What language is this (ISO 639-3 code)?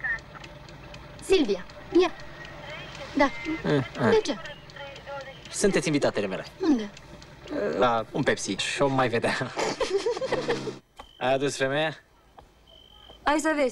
ron